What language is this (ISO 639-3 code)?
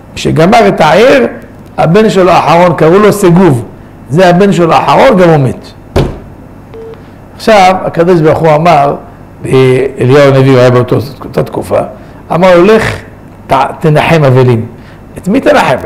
heb